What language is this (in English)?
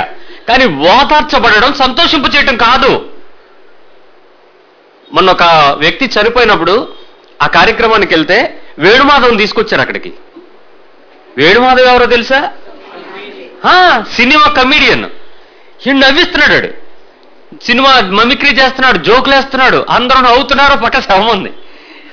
Telugu